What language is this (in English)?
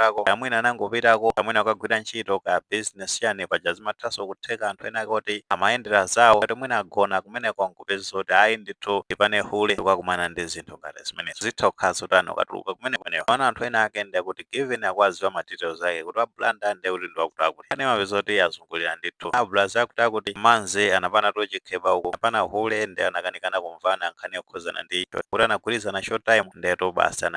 Nyanja